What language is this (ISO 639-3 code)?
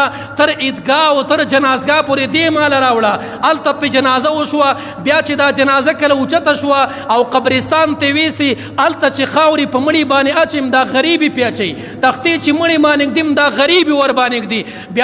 pus